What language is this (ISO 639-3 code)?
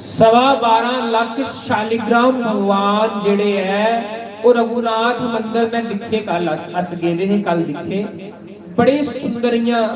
doi